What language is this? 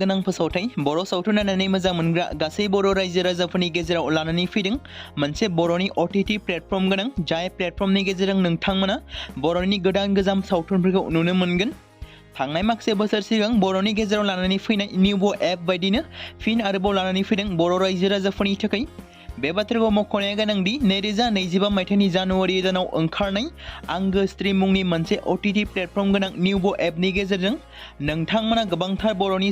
Bodo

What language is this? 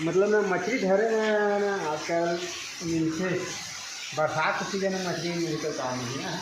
Chhattisgarhi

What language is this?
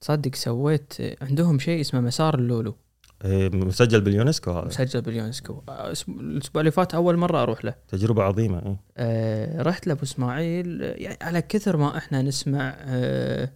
Gulf Arabic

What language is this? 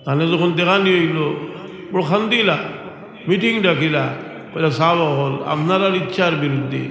Sylheti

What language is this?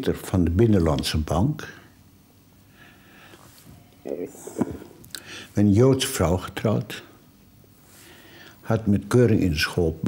Dutch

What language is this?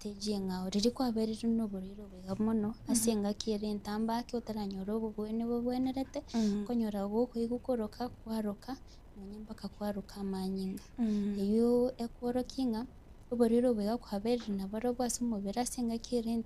Gusii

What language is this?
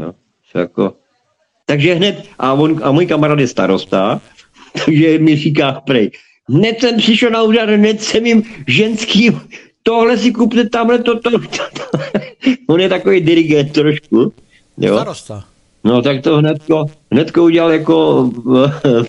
Czech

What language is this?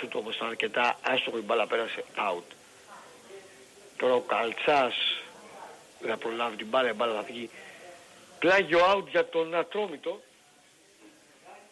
Greek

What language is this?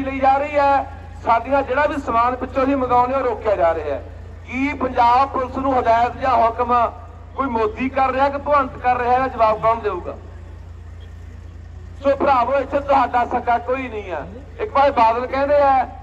Punjabi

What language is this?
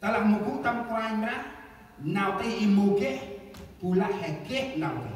Central Mnong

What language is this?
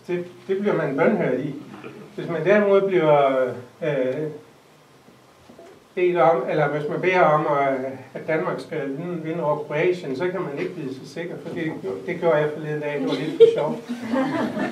Danish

